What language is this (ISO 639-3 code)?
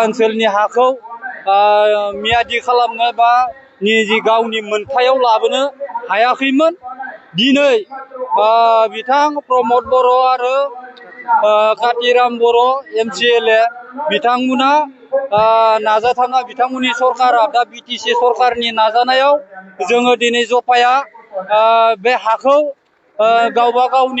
brx